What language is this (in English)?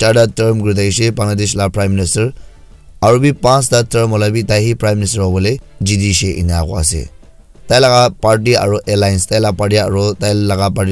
Naga Pidgin